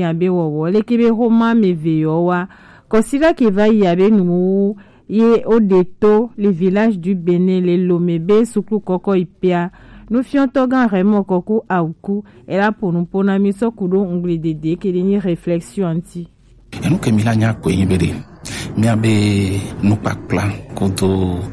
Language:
Gen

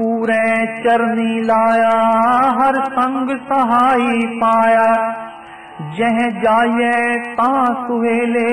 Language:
Punjabi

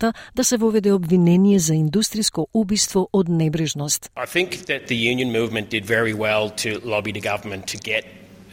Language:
Macedonian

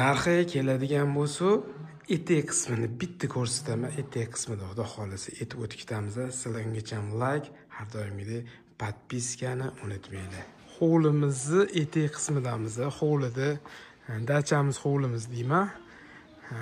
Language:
Uzbek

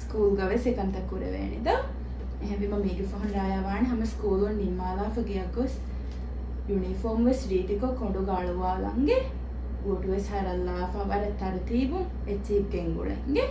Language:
Divehi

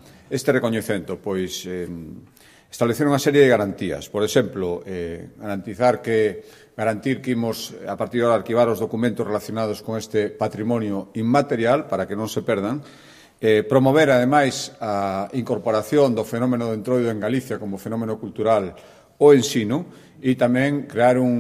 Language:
Galician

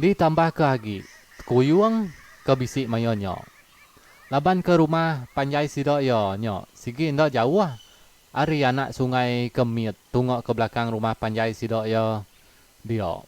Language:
Iban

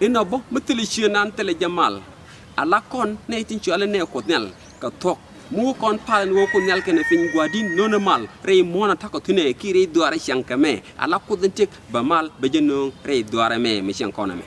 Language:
Nuer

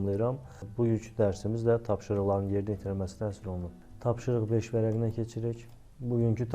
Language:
Azerbaijani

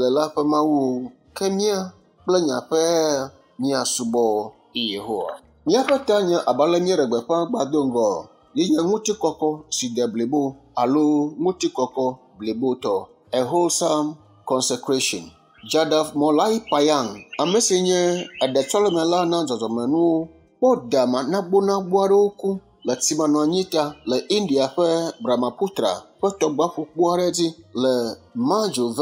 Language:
Ewe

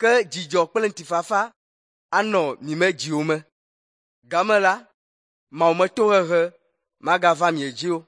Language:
Ewe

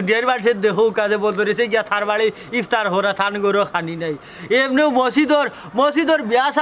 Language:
Sylheti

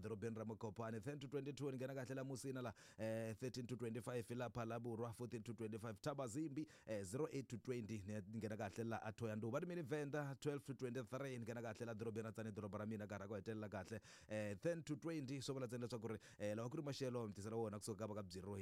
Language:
Tsonga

